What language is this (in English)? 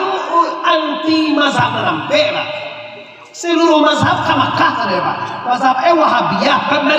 Minangkabau